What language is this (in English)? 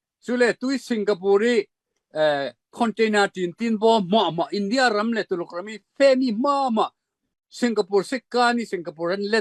Falam Chin